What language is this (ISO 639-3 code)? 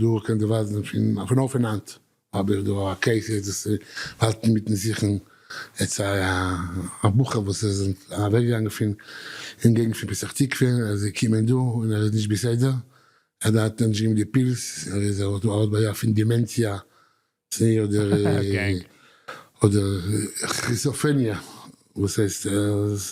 yid